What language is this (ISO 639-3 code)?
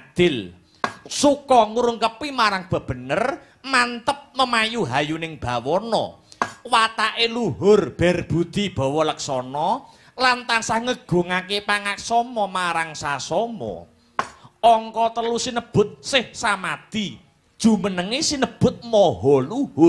jav